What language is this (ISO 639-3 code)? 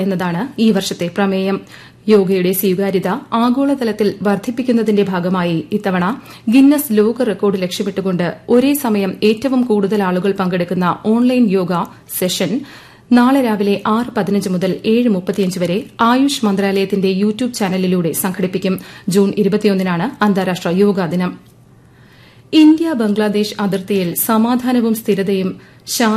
mal